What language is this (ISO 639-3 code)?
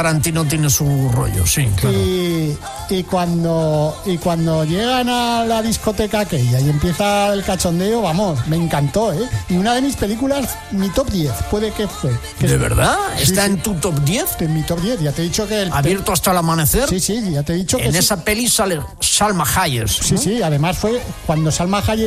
spa